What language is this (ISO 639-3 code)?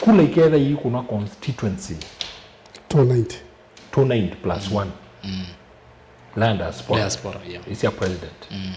kam